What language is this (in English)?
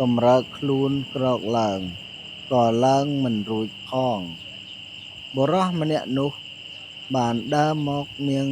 Khmer